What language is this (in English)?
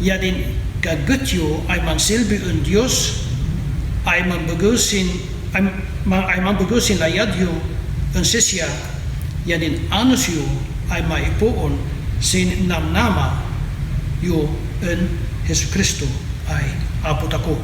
Kankanaey